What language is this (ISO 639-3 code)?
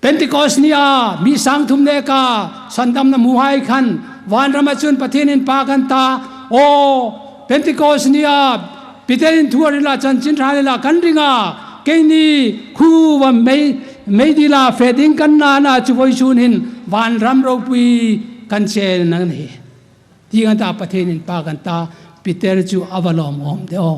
hmr